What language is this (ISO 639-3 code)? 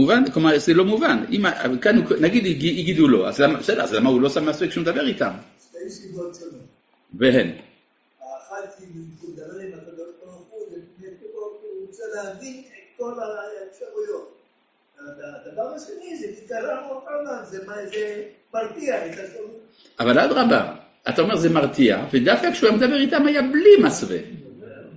heb